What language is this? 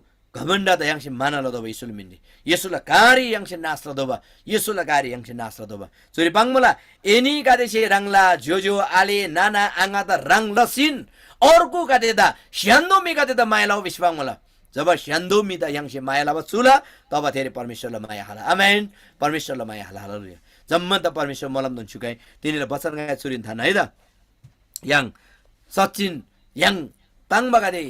Eastern Tamang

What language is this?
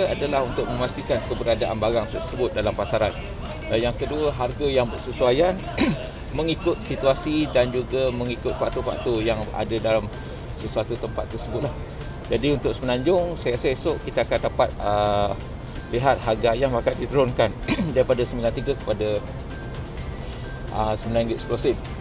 Malay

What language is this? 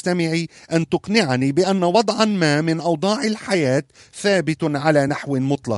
Arabic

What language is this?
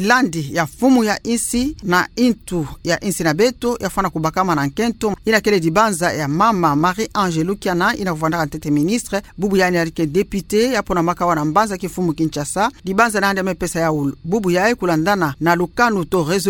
Kituba (Democratic Republic of Congo)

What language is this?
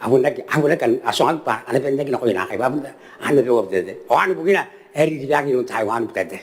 Gilbertese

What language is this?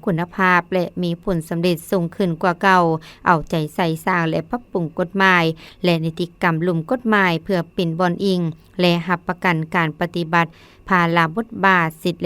Lao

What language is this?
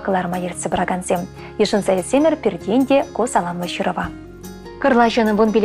Chuvash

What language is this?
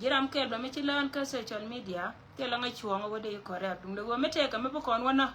Nuer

